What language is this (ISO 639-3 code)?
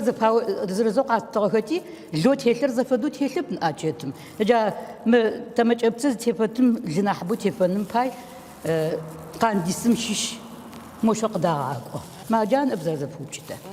ady